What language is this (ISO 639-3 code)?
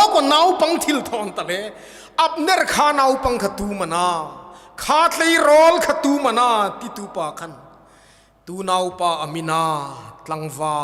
hmr